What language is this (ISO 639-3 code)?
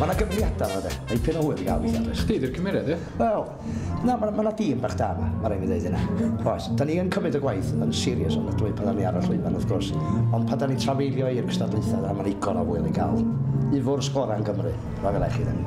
cym